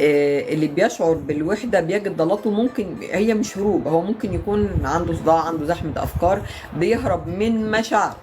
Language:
Egyptian Arabic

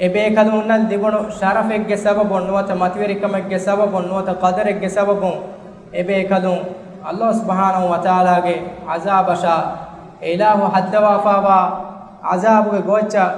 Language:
Divehi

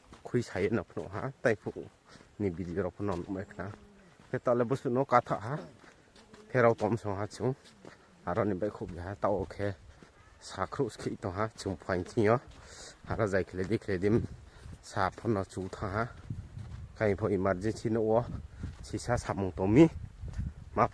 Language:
Riang (India)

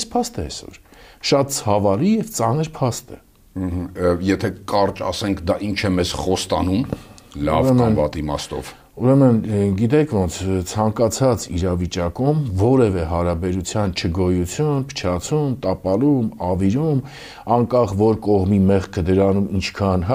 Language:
Armenian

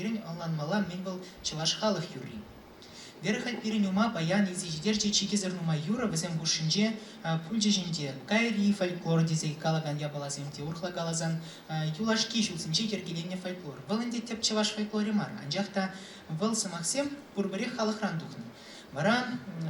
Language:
Chuvash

